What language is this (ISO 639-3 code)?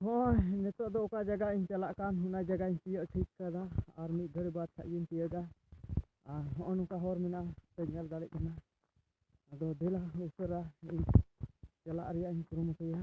sat